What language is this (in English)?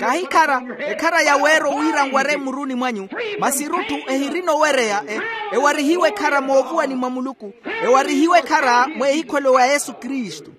Makhuwa